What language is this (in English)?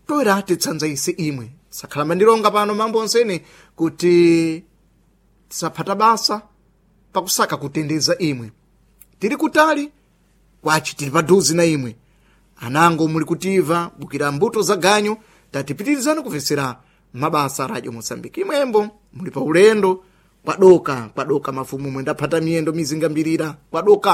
Sena